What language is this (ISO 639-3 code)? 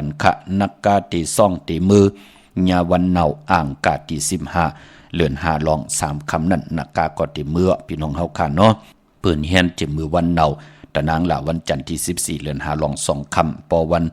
shn